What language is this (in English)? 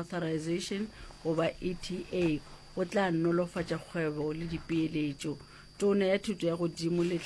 Northern Sotho